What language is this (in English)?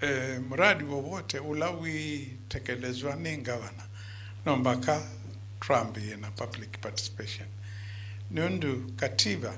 Kamba